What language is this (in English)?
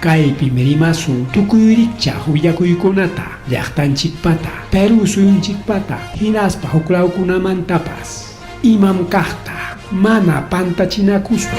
Ayacucho Quechua